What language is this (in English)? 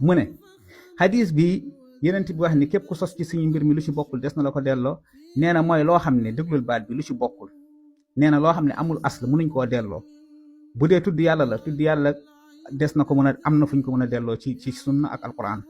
Wolof